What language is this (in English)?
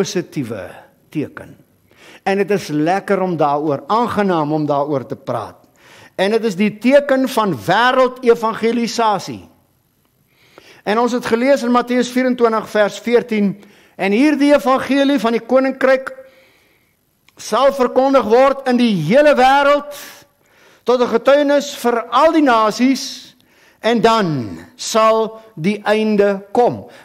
Afrikaans